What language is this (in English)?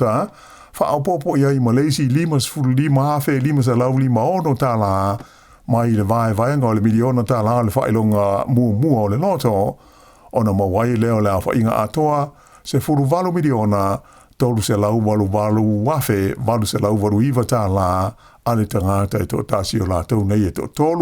Samoan